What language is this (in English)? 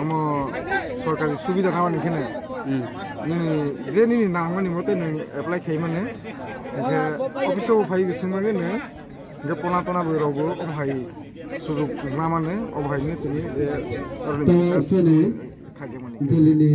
Riang (India)